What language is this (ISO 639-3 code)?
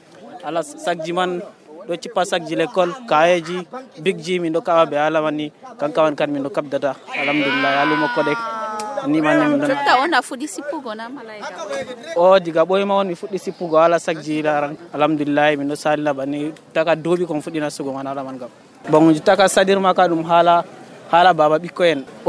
fuv